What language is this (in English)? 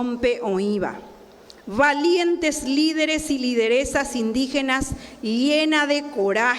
Guarani